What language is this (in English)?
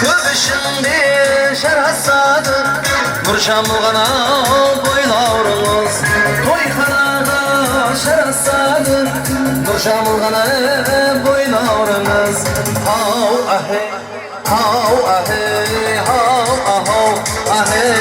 Kara-Kalpak